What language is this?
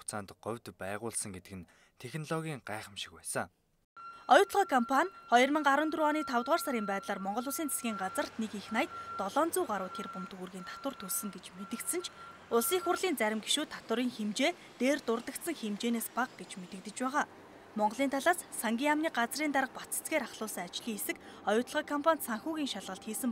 Mongolian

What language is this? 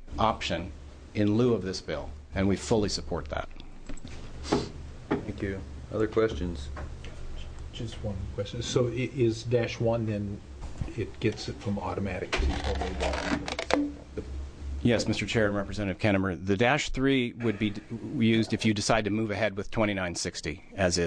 English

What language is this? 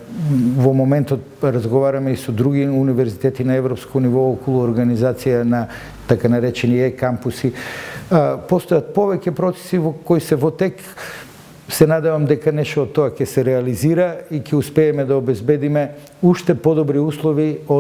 Macedonian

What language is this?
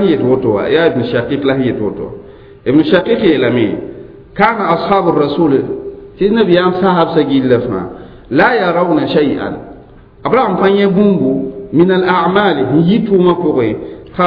Mossi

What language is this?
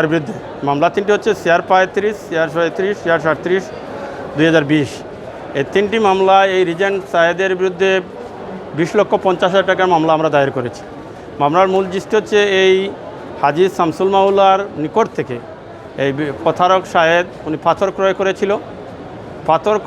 Sylheti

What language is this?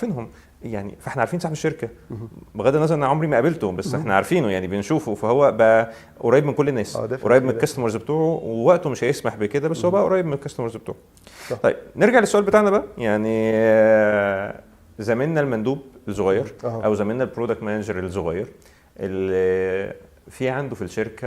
Egyptian Arabic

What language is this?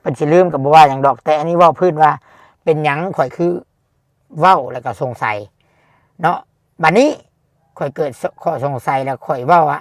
Lao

